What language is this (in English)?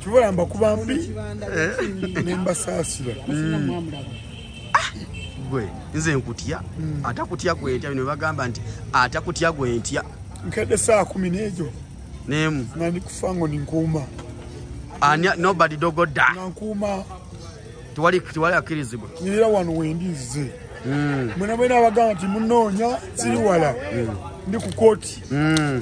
Ganda